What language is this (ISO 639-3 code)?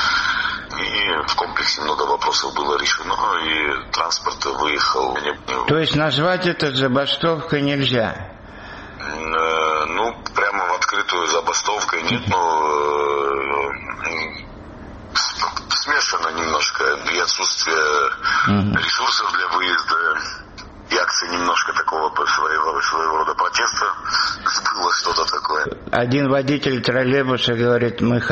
rus